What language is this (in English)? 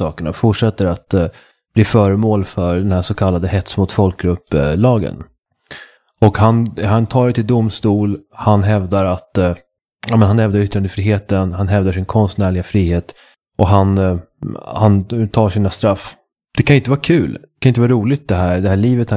Swedish